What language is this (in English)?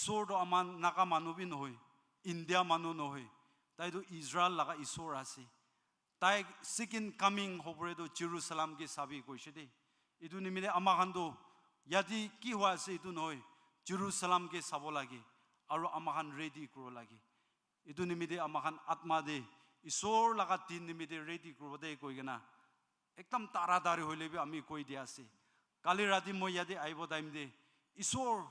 Naga Pidgin